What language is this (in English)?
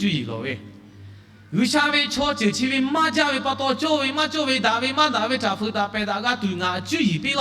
Lahu